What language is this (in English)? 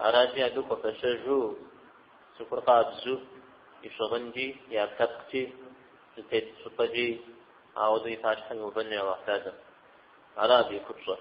Kabardian